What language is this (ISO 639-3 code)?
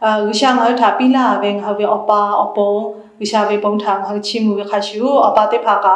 lhu